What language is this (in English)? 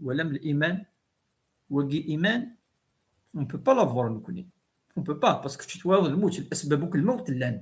Kabyle